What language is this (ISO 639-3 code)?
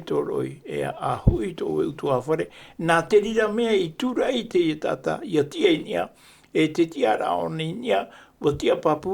tah